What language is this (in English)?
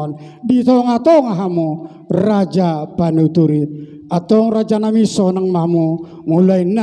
Batak Toba